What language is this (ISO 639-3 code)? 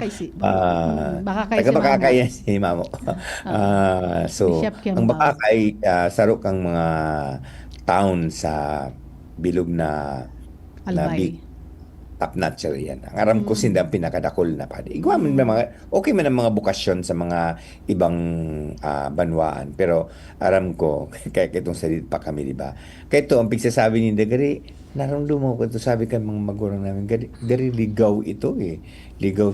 bik